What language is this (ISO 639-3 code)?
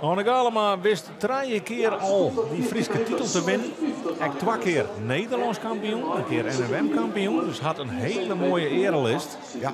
fry